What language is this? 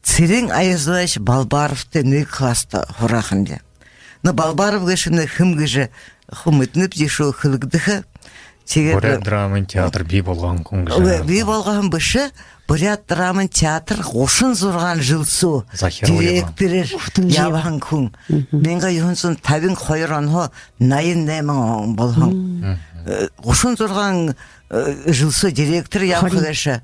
Buriat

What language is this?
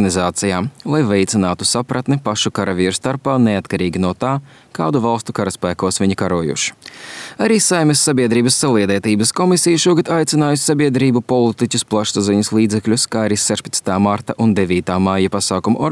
Latvian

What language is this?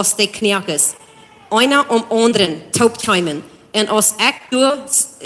Plautdietsch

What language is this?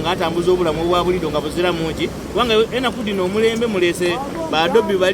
Soga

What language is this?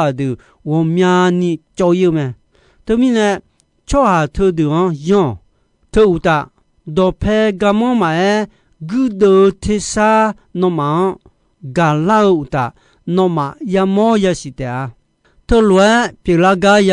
Akha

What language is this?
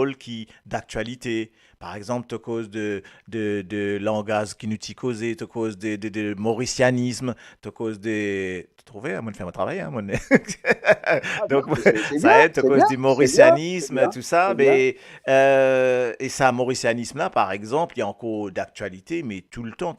Morisyen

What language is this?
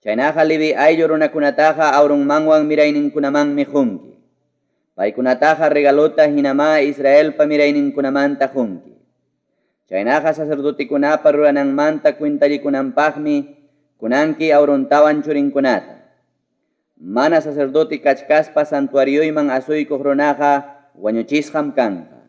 Ayacucho Quechua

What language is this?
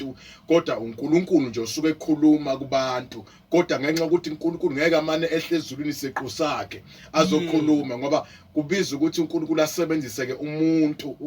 Zulu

